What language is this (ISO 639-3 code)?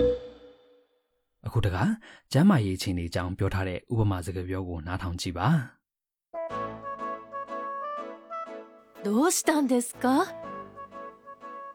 mya